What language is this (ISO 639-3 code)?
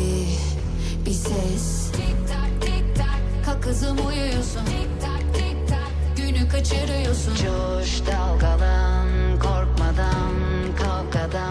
kaa